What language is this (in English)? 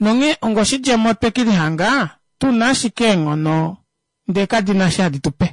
Kuanyama